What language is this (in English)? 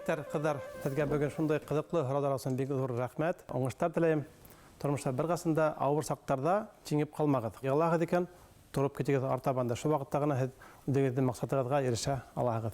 Bashkir